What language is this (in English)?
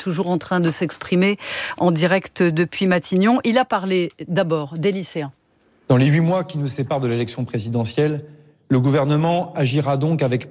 French